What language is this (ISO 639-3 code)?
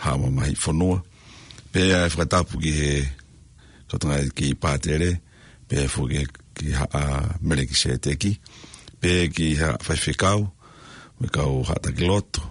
ton